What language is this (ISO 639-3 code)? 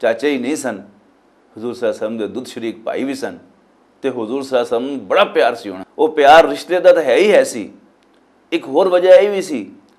lah